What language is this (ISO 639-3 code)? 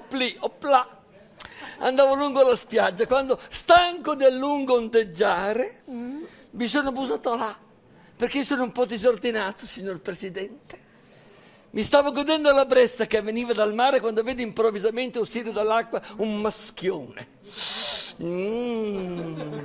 ita